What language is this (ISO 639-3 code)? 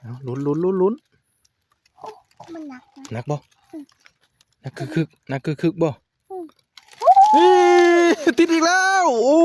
tts